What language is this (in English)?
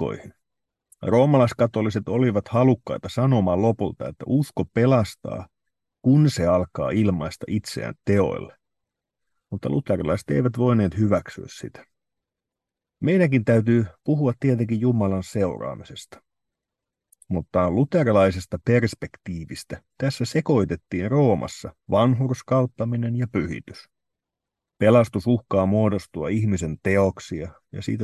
Finnish